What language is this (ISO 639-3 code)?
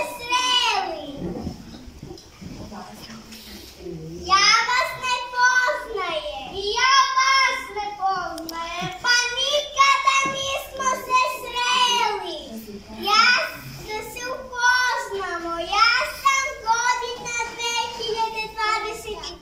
srp